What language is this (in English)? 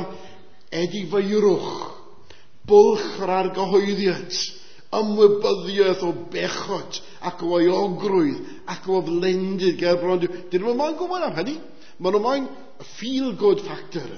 Welsh